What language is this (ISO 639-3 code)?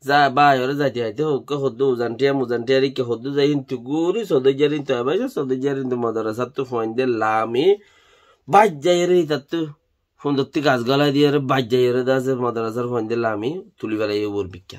rhg